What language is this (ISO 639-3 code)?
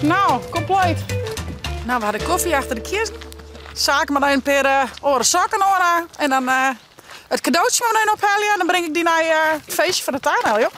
fry